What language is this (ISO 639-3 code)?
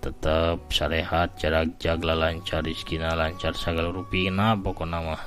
sun